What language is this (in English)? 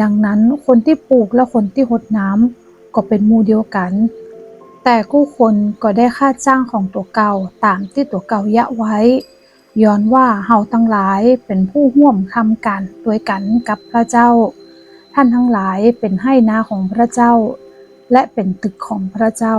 Northern Thai